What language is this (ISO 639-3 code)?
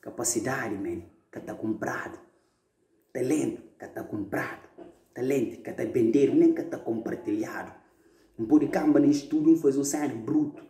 kea